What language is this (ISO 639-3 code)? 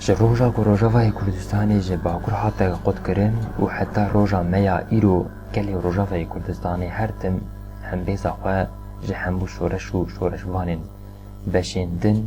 kur